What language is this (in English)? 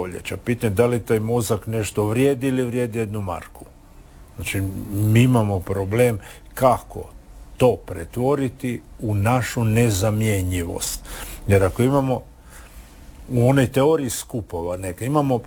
Croatian